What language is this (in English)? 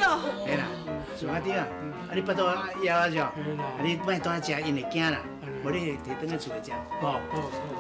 Min Nan Chinese